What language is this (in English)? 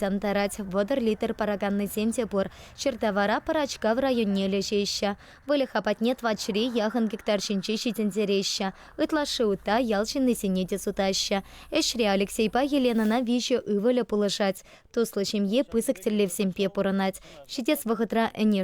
Chuvash